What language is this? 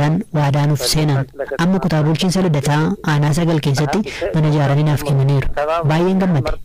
Oromo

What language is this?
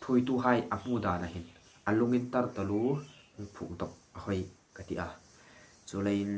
Hmar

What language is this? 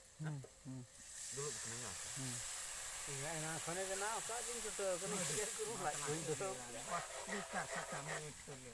Santali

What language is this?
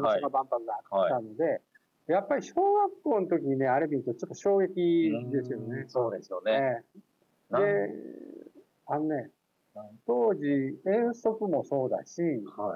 Japanese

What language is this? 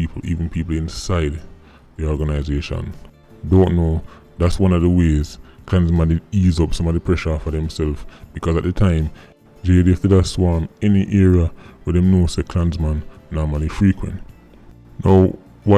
Jamaican Creole English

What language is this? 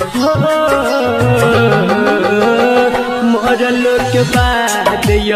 Bhojpuri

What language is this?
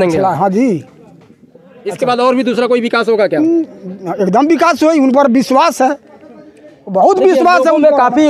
Hindi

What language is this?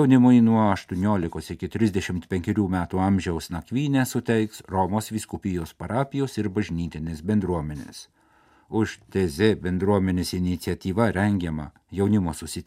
Lithuanian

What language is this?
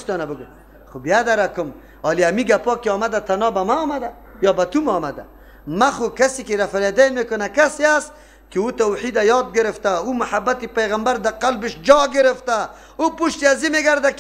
Persian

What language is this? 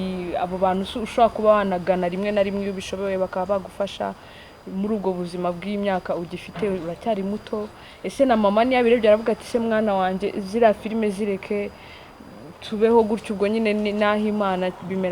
Kinyarwanda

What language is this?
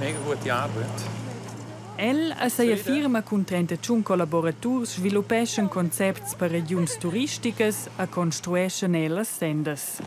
Romansh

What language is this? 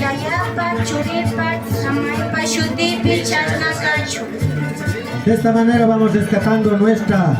Imbabura Highland Quichua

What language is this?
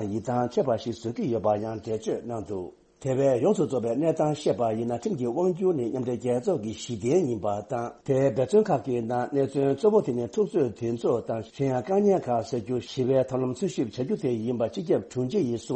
Tibetan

